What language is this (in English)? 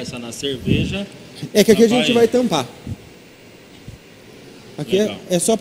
Portuguese